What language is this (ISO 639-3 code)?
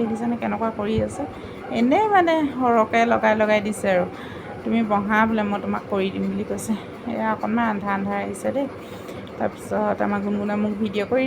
asm